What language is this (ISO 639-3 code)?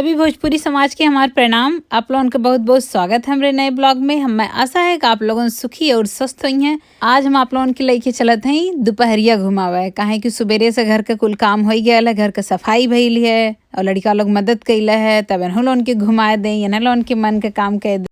bho